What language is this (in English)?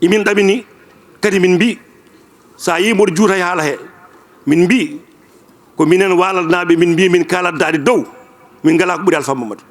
Fula